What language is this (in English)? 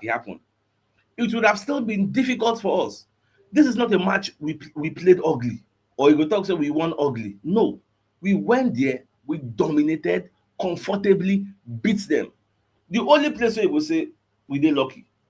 Nigerian Pidgin